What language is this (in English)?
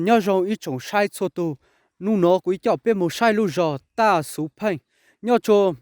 Hmong